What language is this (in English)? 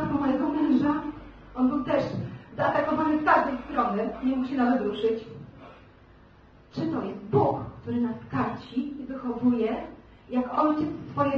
Polish